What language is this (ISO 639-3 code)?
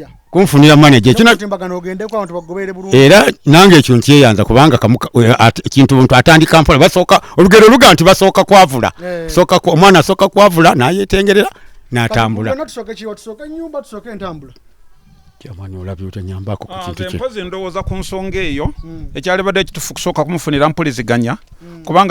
lug